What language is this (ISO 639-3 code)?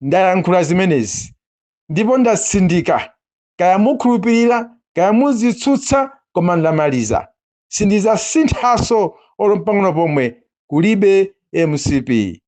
nya